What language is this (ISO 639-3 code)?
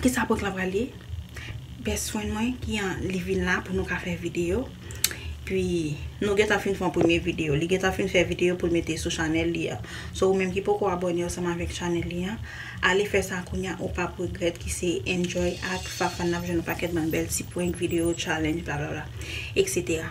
hat